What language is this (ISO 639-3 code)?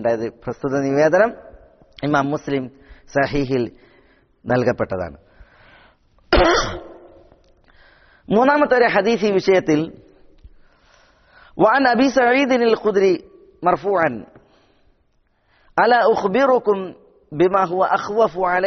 mal